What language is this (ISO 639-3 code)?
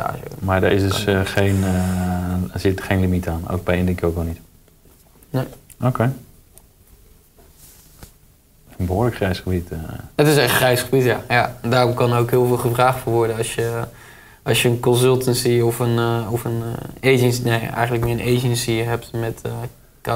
nld